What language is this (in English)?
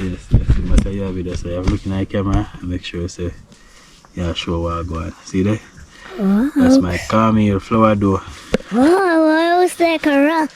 Jamaican Creole English